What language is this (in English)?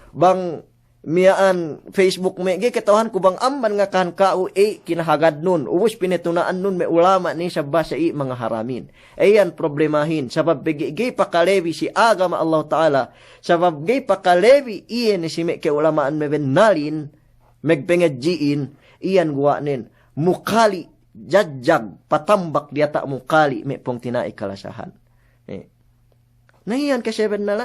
Yakan